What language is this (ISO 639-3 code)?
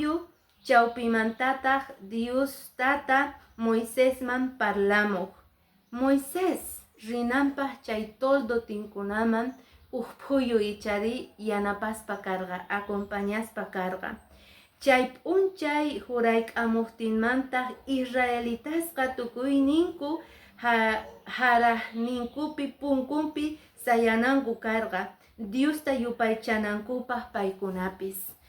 que